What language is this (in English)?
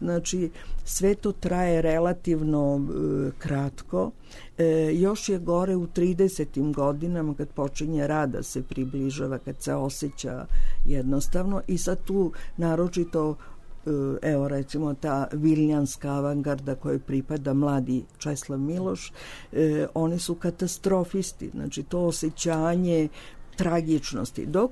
Serbian